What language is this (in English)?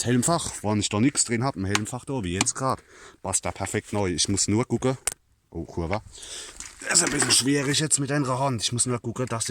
Palatine German